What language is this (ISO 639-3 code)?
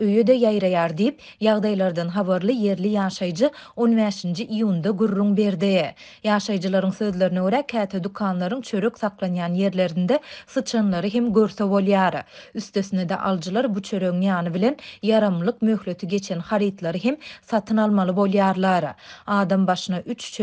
tuk